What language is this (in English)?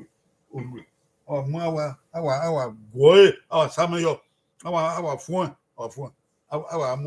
Bini